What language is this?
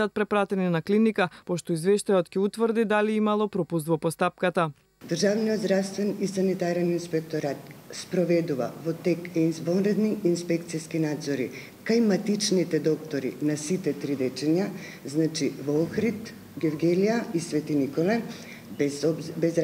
Macedonian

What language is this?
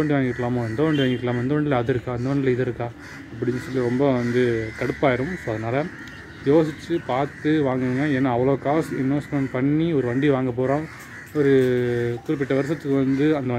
Tamil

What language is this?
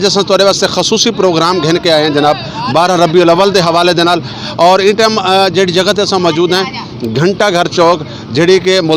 Saraiki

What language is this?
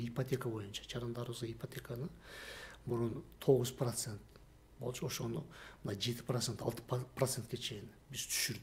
Kyrgyz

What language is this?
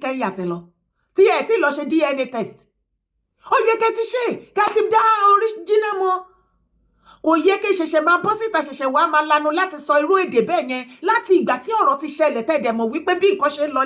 Yoruba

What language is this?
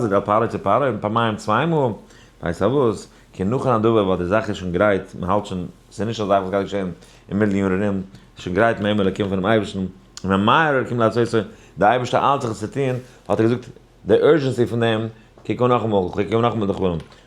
Yiddish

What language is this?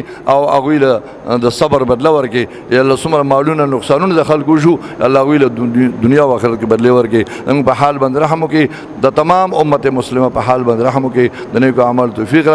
Pashto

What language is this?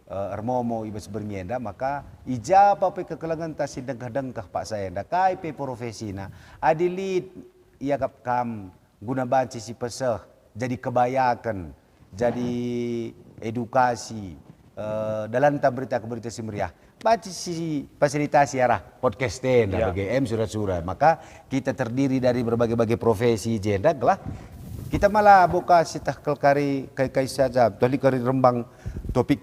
Batak Karo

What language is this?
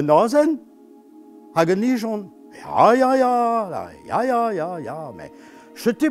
Breton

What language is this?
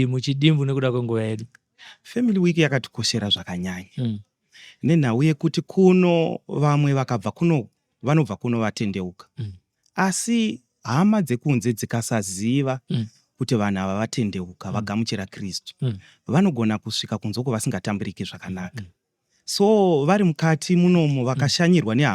Shona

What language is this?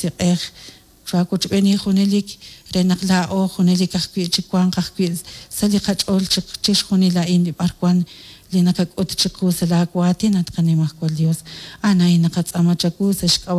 Kekchí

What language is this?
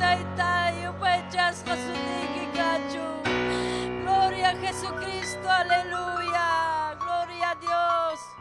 Ayacucho Quechua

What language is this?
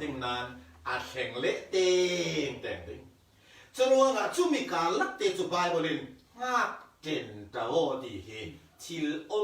Falam Chin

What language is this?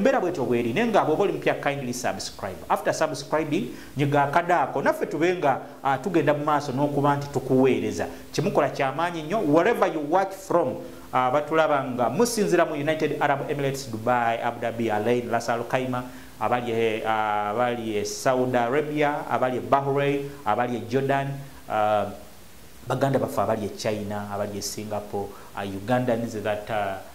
Ganda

